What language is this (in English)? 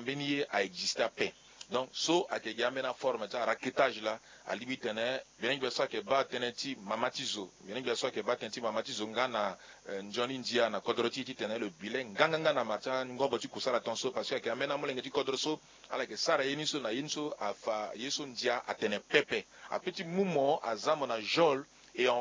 Sango